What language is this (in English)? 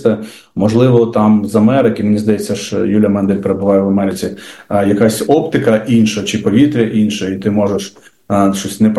Ukrainian